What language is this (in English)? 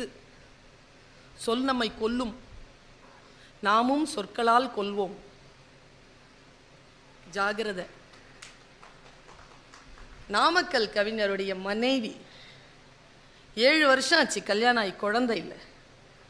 Tamil